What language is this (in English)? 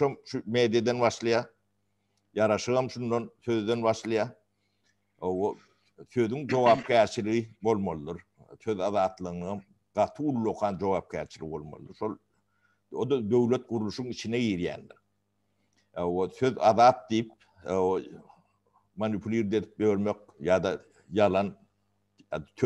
Turkmen